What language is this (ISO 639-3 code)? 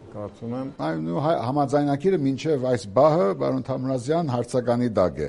hye